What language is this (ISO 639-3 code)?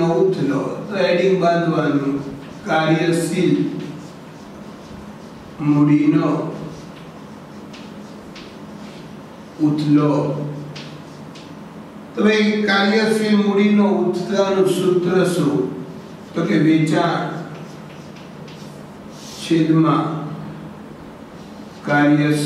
guj